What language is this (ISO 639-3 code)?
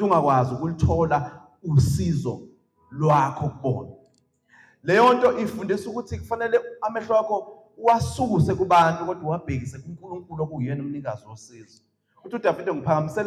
zul